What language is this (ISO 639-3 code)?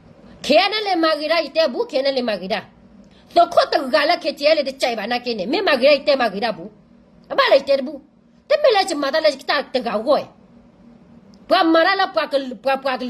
ksw